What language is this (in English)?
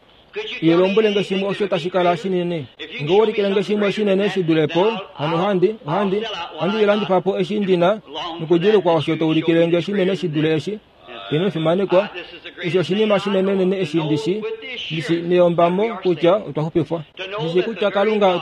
Kuanyama